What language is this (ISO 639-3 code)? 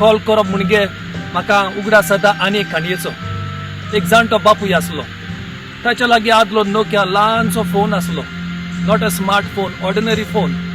kok